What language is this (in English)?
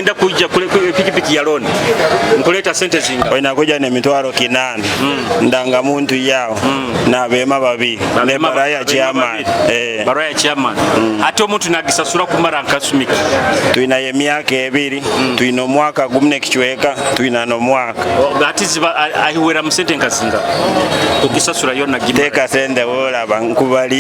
Nyoro